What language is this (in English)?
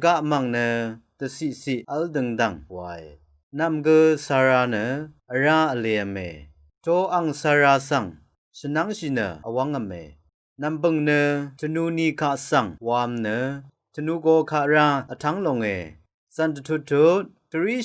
Rawang